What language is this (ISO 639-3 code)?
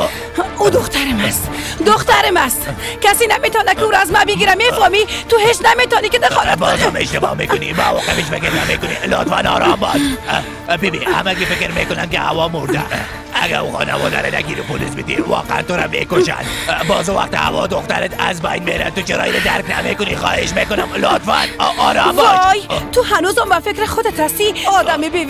fas